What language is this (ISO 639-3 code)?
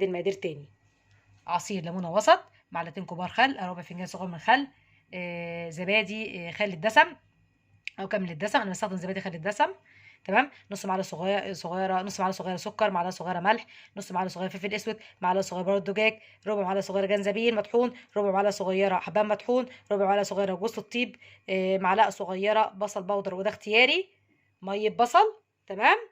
arz